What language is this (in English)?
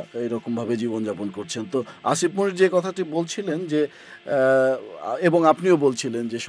Bangla